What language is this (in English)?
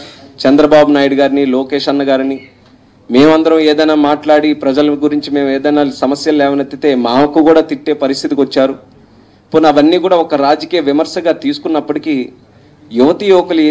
Telugu